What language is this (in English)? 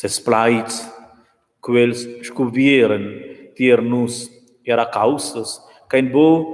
Romansh